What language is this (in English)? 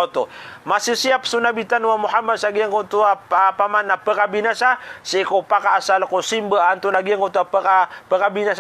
Maranao